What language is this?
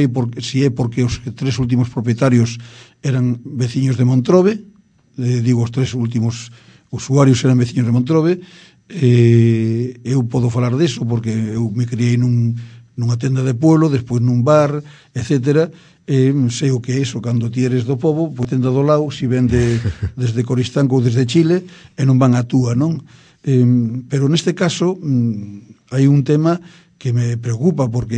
Galician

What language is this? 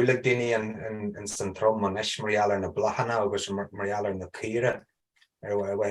Irish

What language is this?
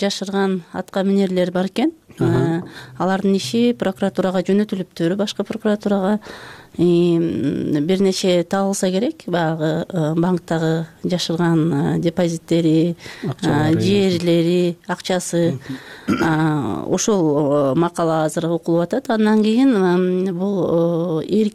Kyrgyz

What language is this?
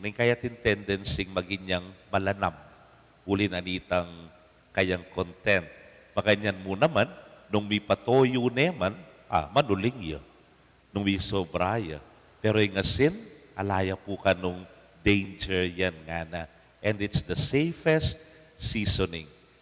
Pampanga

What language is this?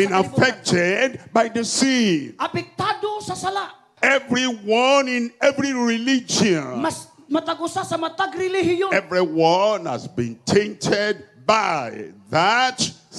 Cebuano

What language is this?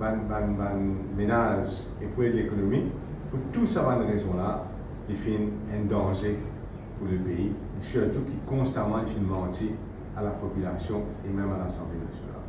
Morisyen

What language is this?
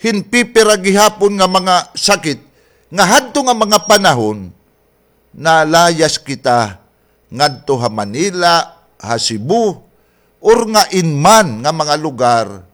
Waray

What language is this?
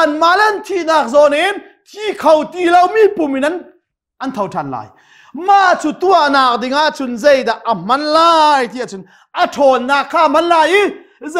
Hakha Chin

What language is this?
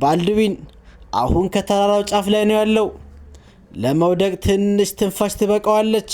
Amharic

